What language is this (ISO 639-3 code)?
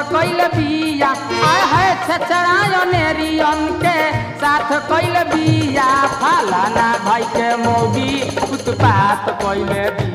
bho